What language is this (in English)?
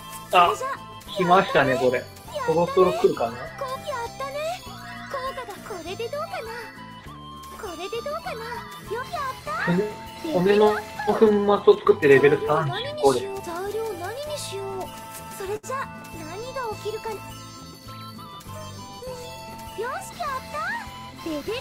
Japanese